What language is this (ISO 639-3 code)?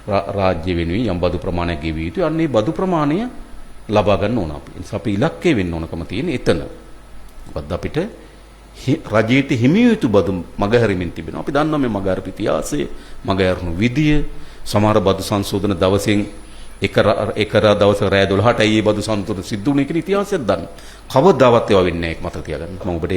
sin